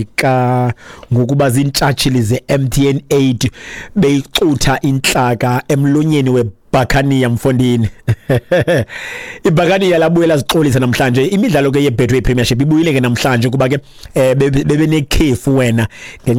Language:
Xhosa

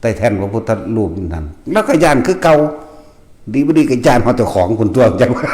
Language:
Northeastern Thai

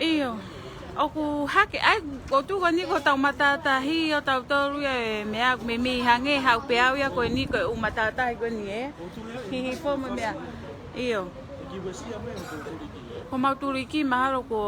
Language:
Tongan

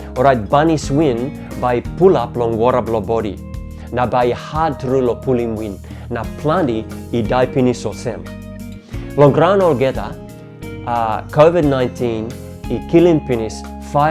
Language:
Tok Pisin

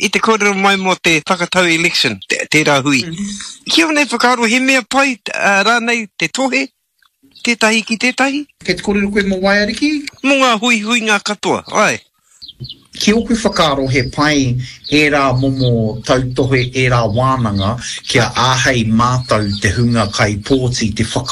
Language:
Māori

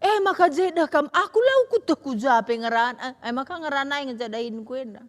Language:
Batak Karo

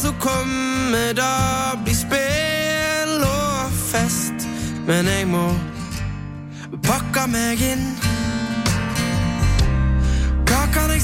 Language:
Norwegian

